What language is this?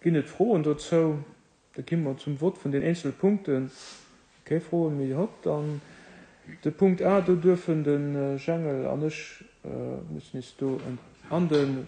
Luxembourgish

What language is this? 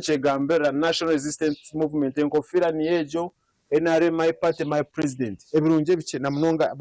Nyankole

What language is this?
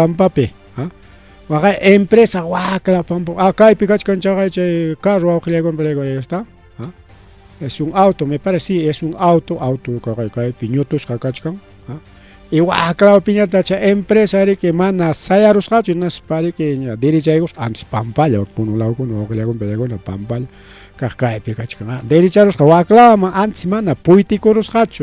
Ayacucho Quechua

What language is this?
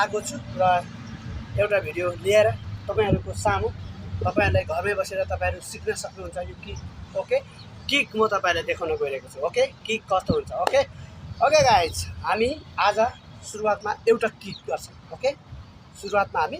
Nepali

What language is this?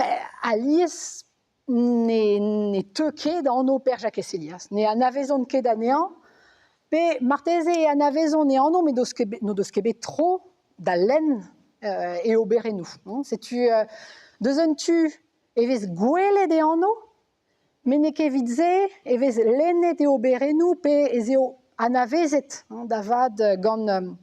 Breton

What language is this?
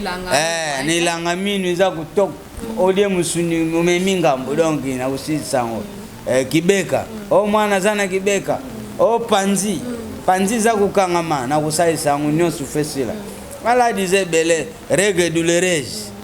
Lingala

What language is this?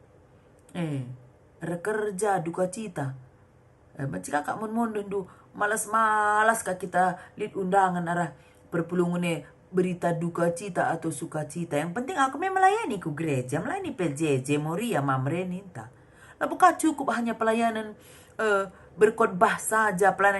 Batak Karo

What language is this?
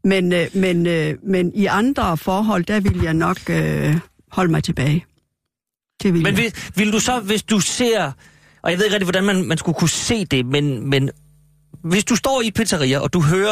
Danish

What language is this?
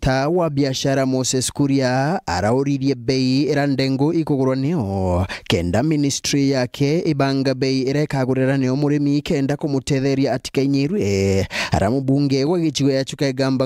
Meru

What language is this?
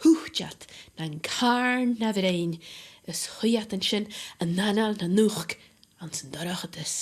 Scottish Gaelic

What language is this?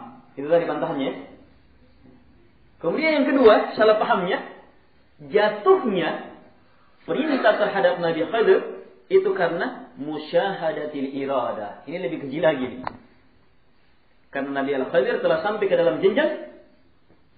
Indonesian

